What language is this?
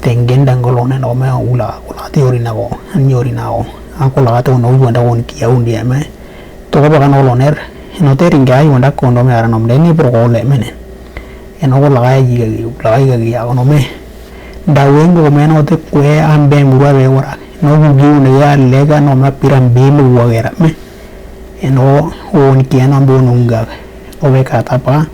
Western Dani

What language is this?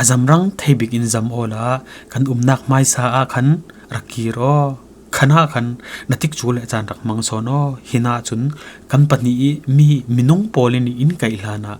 Falam Chin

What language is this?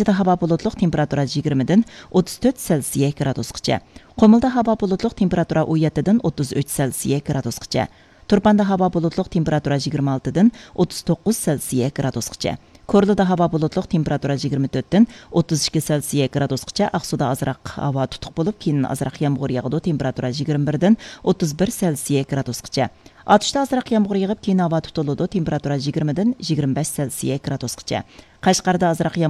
Uyghur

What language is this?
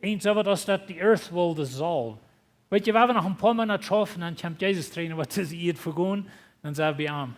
Plautdietsch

